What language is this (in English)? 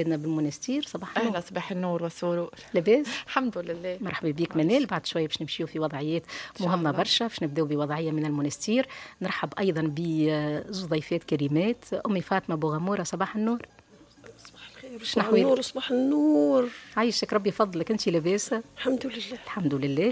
Tunisian Arabic